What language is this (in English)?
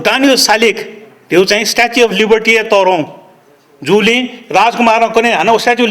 Newari